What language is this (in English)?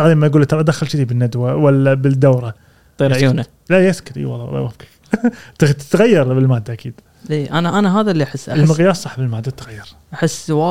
Gulf Arabic